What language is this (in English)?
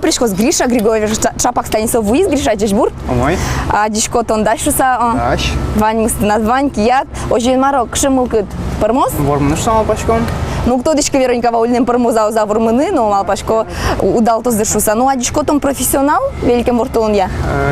Udmurt